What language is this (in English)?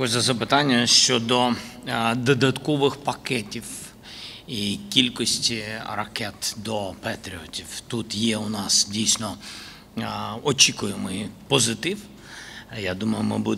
Ukrainian